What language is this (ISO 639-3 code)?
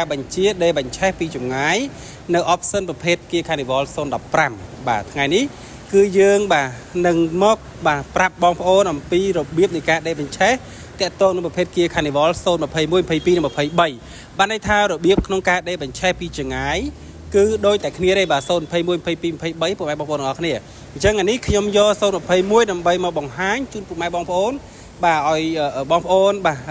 khm